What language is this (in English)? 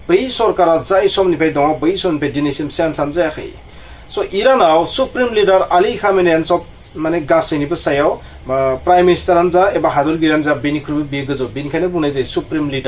Bodo